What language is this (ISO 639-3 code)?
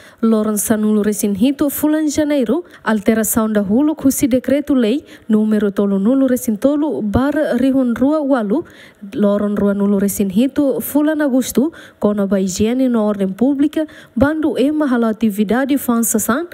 tet